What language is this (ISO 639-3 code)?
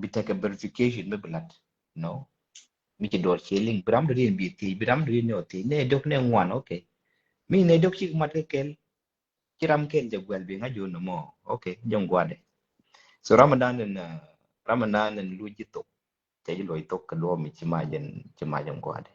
nus